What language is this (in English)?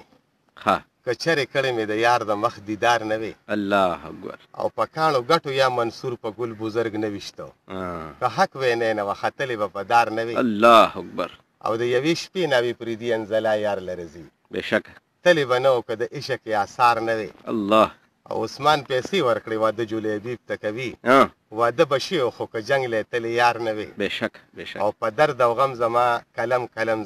Pashto